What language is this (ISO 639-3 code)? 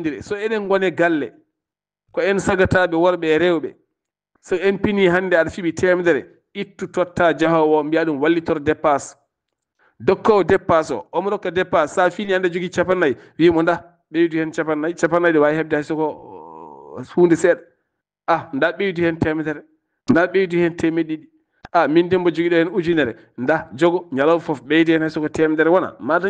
ful